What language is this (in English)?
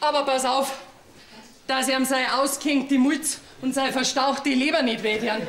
Bavarian